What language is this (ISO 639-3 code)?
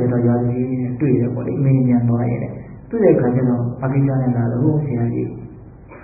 mya